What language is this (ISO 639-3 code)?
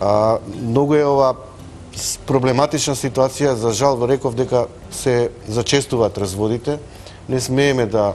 mkd